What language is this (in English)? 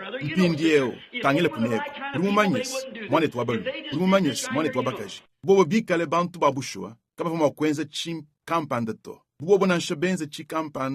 Luba-Lulua